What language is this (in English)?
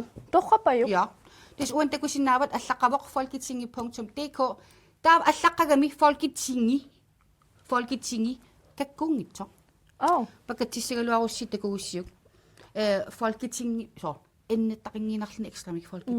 Kalaallisut